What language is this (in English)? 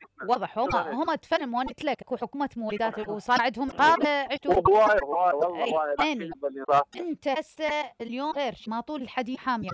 Mesopotamian Arabic